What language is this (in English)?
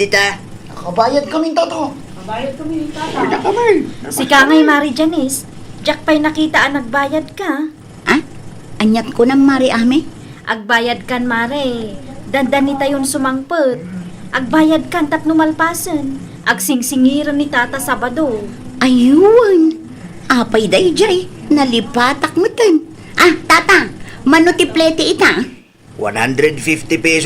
Iloko